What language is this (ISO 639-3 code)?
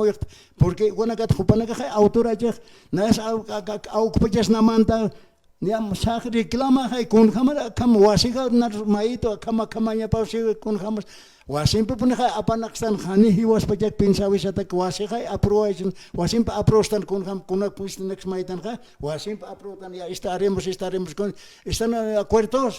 aym